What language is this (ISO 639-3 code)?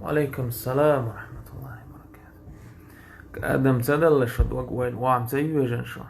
che